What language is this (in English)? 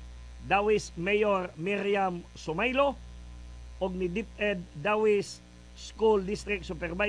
Cebuano